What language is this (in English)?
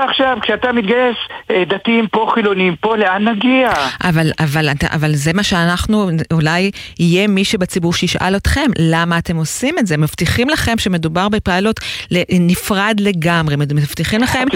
Hebrew